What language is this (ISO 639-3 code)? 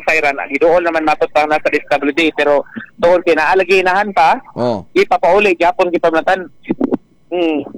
ceb